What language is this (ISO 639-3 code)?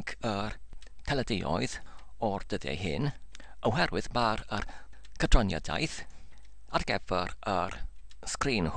cym